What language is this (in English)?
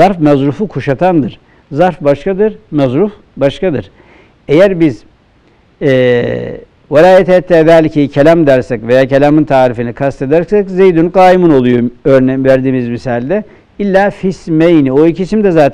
Turkish